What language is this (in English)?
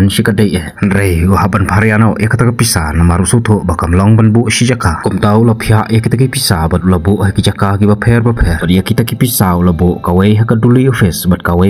Khasi